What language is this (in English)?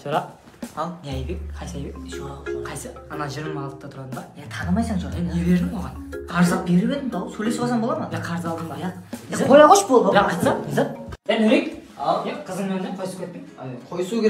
Kara-Kalpak